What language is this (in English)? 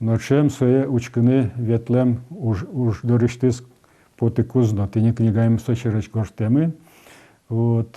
Udmurt